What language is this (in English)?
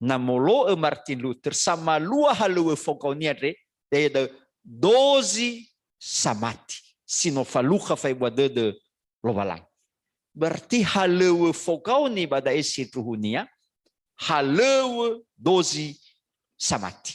Nias